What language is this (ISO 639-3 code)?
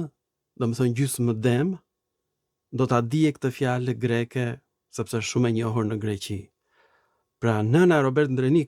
sqi